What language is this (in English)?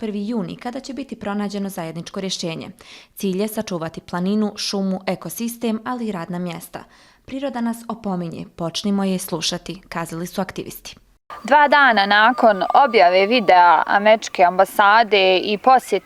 Bosnian